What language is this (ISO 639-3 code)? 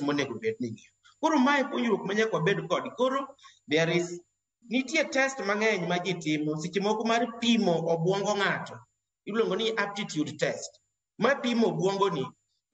luo